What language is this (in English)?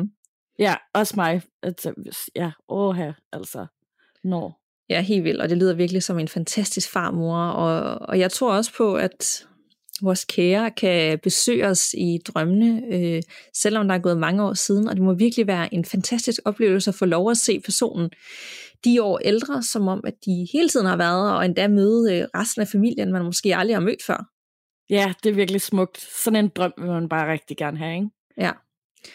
Danish